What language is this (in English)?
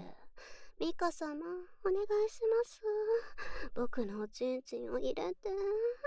Japanese